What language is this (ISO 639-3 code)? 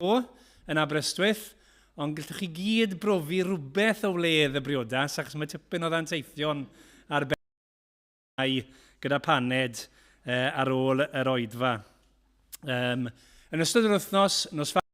cym